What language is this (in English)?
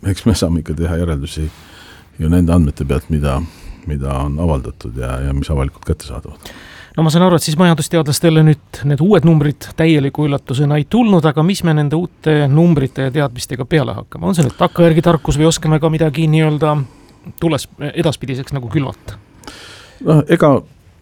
Estonian